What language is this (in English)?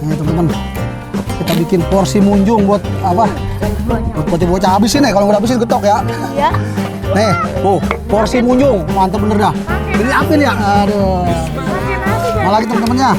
Betawi